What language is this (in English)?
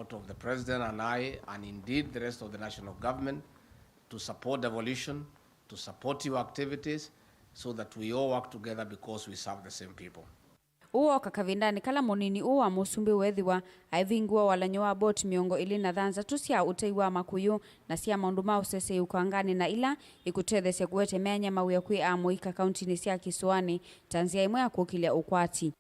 Kamba